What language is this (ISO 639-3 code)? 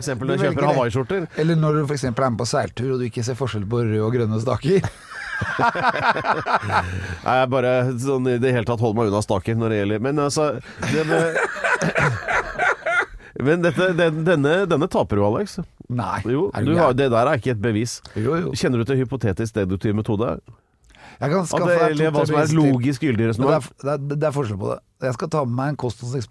nor